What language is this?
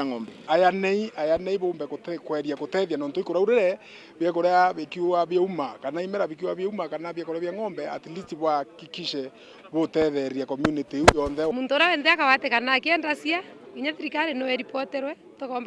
Meru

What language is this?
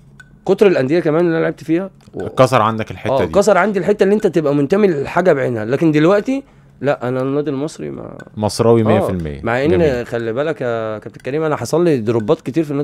Egyptian Arabic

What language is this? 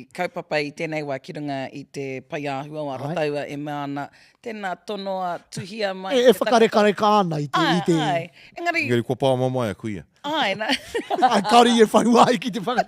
Māori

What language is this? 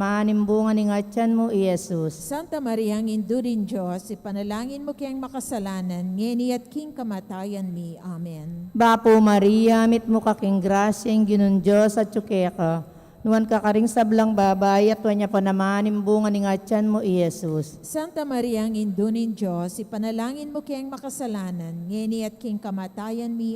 Pampanga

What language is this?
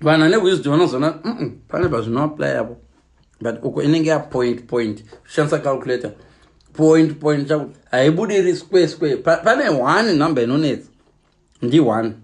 Shona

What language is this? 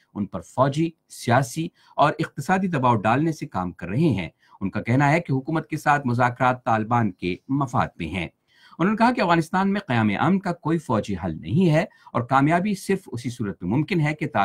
Urdu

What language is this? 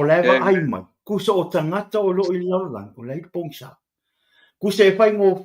Samoan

